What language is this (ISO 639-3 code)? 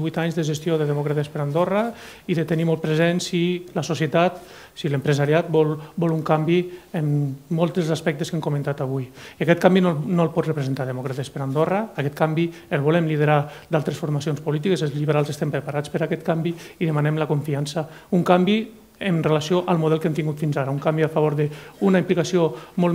cat